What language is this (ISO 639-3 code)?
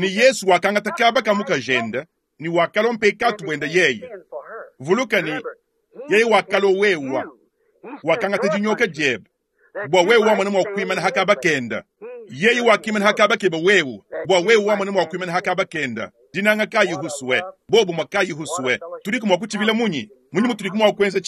lua